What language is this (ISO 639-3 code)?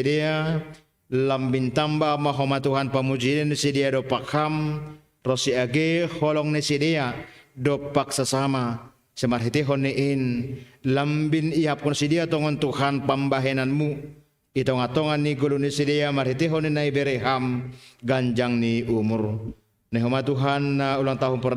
bts